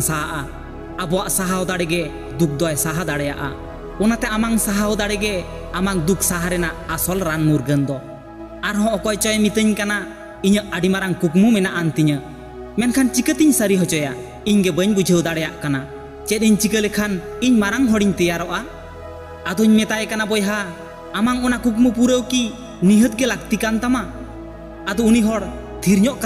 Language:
Santali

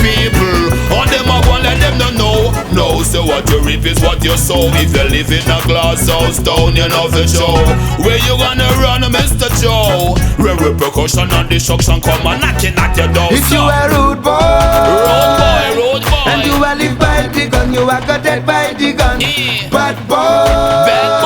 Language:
Jamaican Creole English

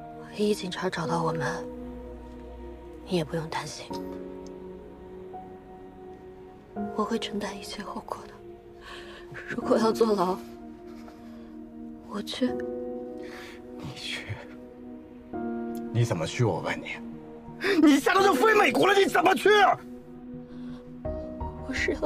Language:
Chinese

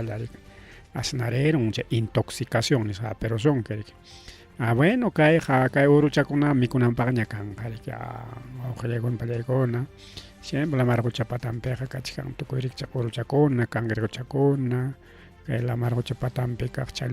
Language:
Ayacucho Quechua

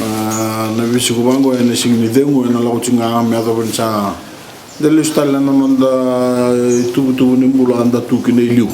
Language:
Fijian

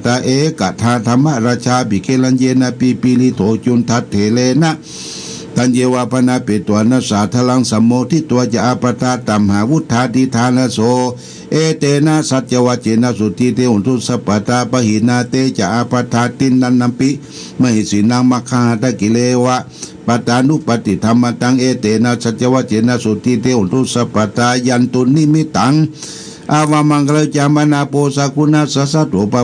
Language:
Pali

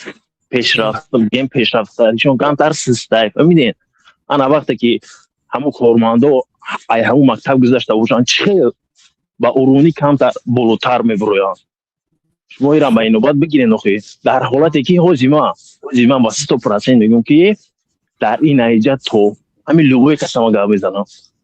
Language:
Tajik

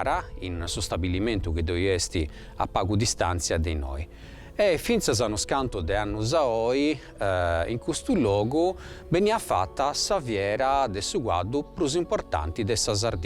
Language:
Sardinian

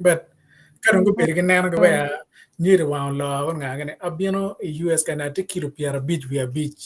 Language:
Acoli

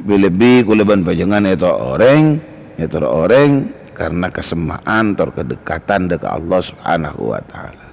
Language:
Madurese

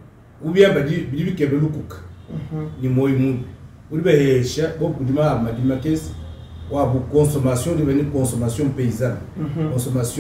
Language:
Luba-Lulua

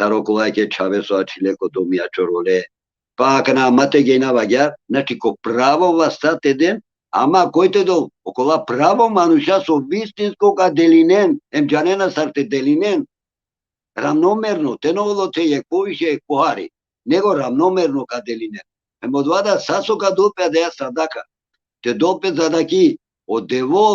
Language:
Balkan Romani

